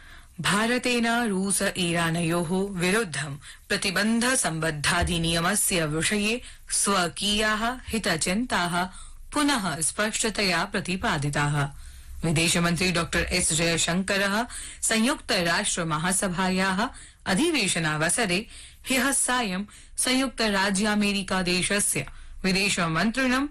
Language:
Sanskrit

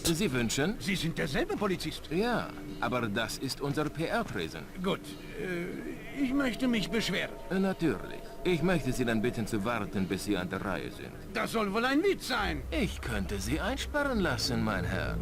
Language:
Bavarian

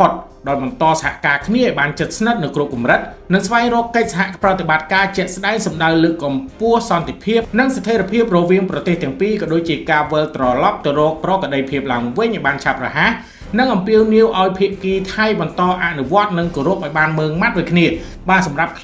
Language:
Khmer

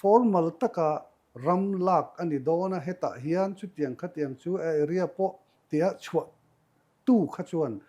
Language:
Mizo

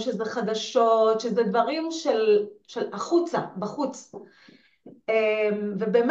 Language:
Hebrew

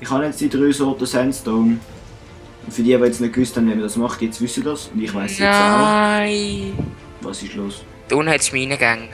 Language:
Swiss German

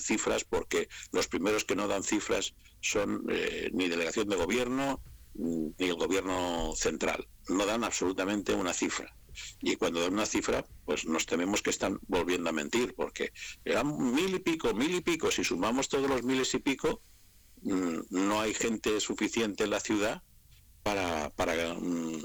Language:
Spanish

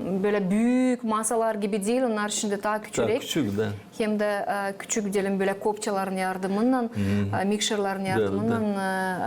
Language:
Gagauz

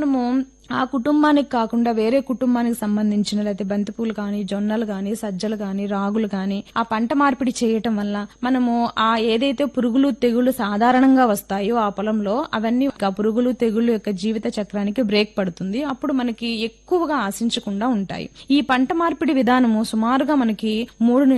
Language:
Telugu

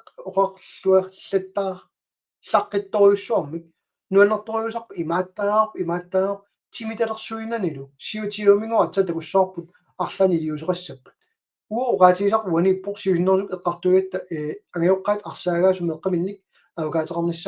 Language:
Kalaallisut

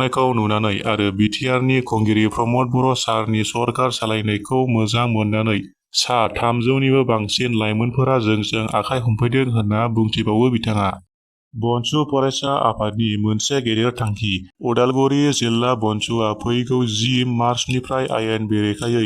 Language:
Bodo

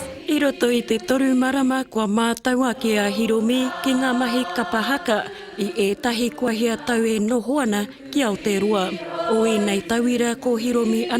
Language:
Māori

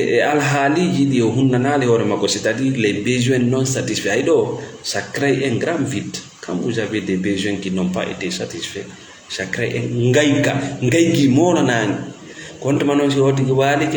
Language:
Fula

